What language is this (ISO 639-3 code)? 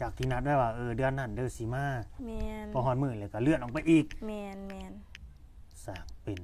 lao